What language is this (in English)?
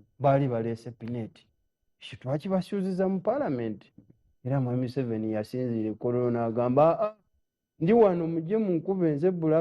Ganda